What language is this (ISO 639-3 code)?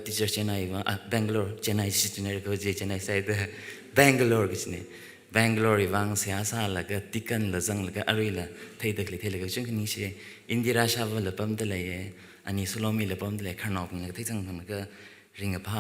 nmf